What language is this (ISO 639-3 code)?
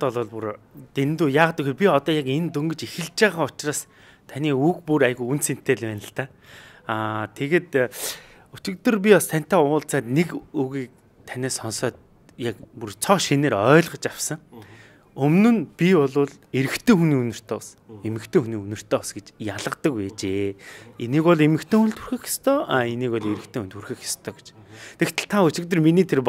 mon